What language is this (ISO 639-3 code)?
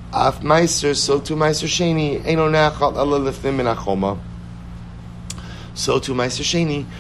eng